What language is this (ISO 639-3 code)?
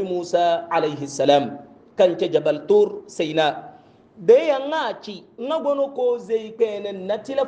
hau